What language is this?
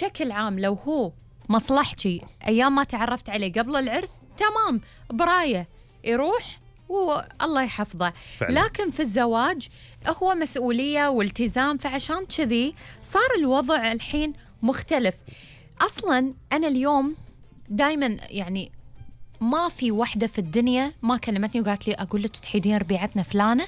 Gulf Arabic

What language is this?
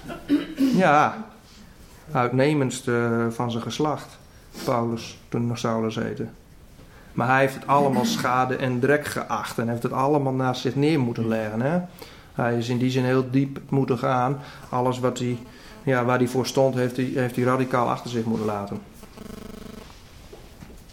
Dutch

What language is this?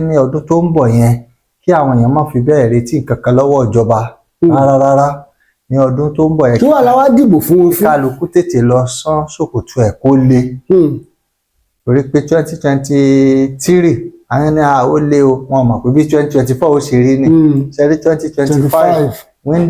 Yoruba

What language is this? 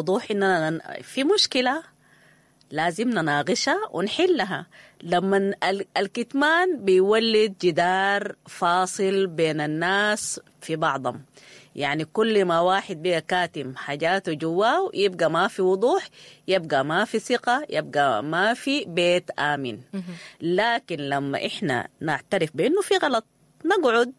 Sudanese Arabic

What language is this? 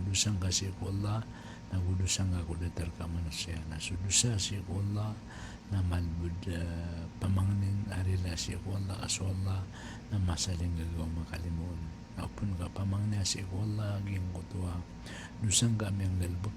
Maranao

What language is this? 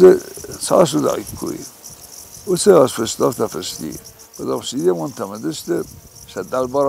Ossetic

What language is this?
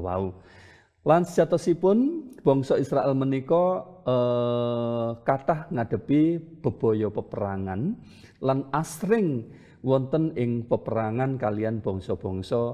Javanese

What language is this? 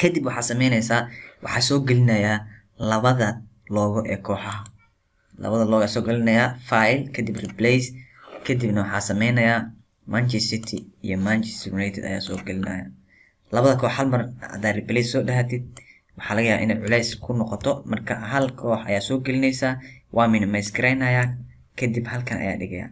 Somali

